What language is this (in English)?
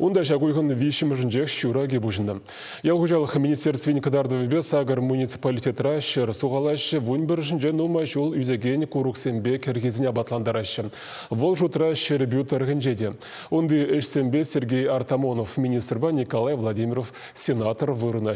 Chuvash